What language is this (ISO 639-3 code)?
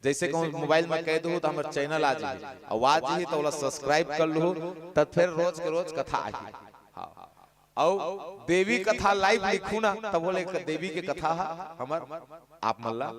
hne